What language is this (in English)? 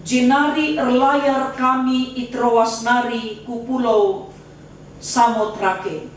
Batak Karo